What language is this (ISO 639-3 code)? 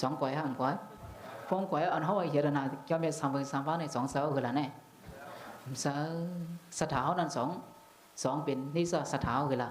shn